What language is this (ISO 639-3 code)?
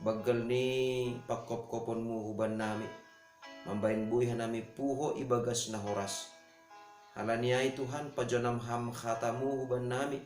bts